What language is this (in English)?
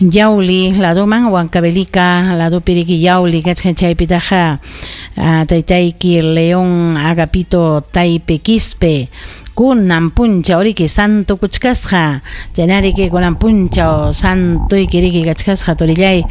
Ayacucho Quechua